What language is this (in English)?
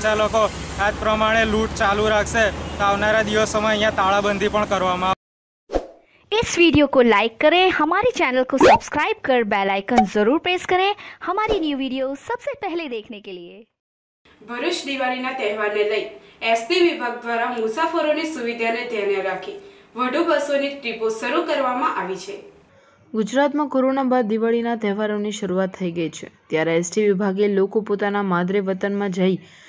Gujarati